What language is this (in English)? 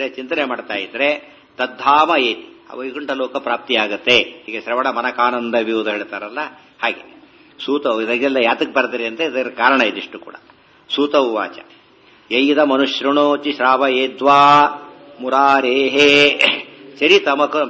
Kannada